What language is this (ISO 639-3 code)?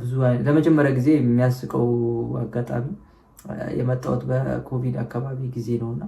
amh